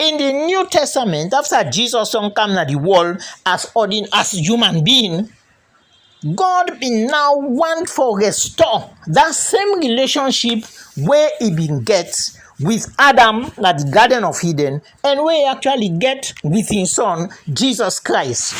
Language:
Krio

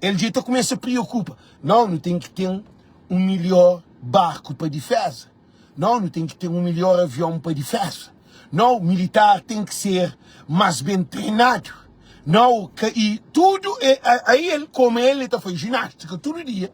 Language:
Kabuverdianu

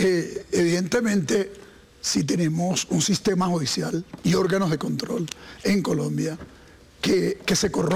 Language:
Spanish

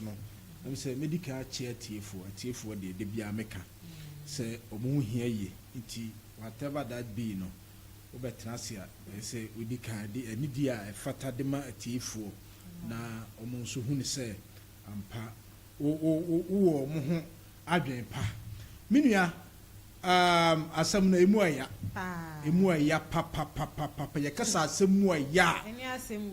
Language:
Akan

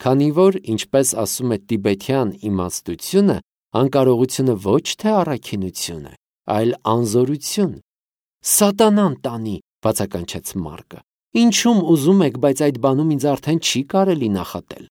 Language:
Armenian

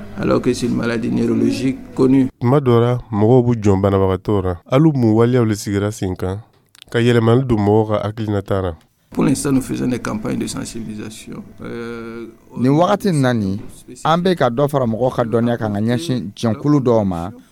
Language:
Dyula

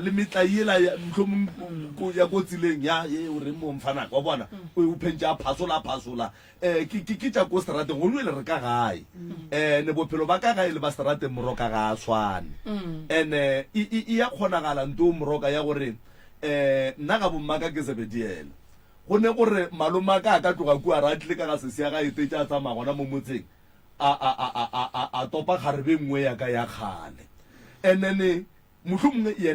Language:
Northern Sotho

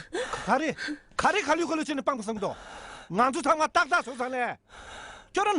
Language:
Tibetan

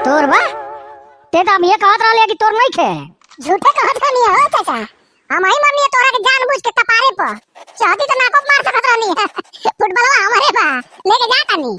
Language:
Bhojpuri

